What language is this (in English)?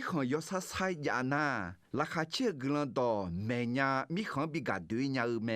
Akha